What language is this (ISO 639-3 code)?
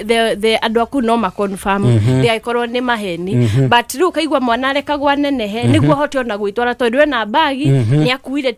kik